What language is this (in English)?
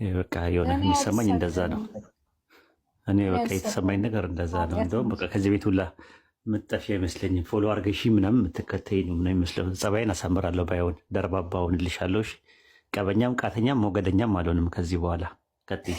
Amharic